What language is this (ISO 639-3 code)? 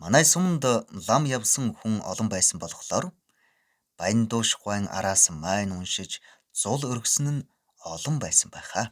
mon